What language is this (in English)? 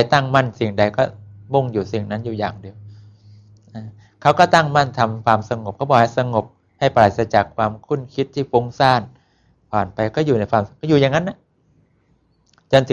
Thai